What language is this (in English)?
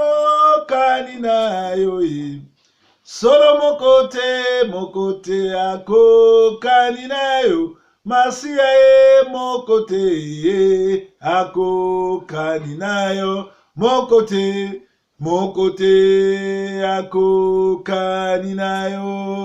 Lingala